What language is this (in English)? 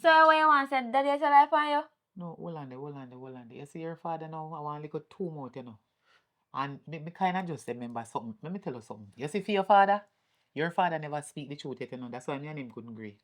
Jamaican Creole English